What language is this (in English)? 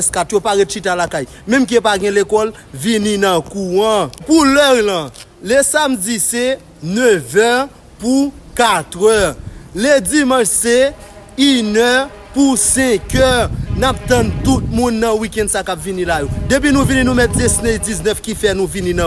Haitian Creole